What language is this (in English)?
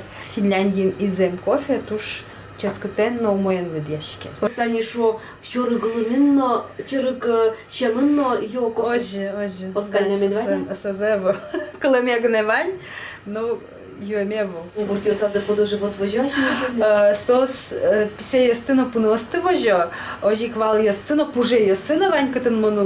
Udmurt